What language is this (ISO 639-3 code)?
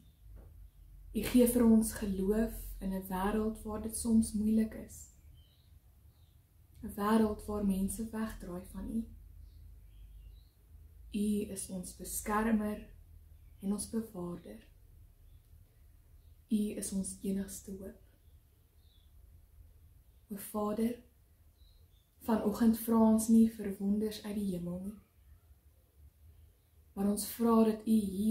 afr